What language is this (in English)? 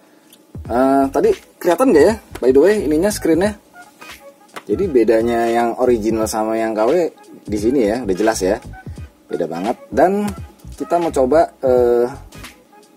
Indonesian